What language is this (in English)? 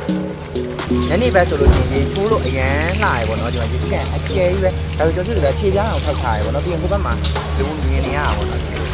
Burmese